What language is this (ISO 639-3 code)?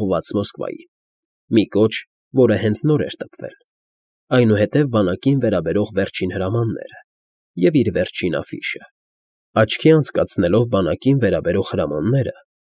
hye